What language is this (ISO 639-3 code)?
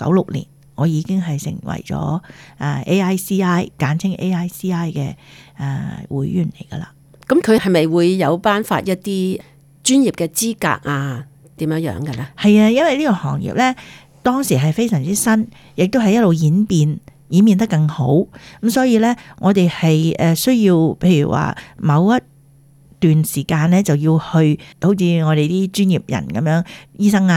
yue